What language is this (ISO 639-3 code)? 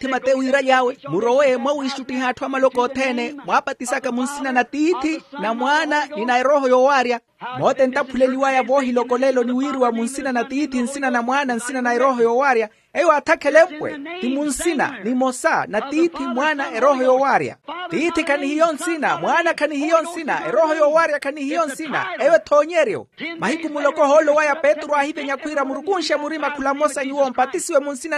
vmw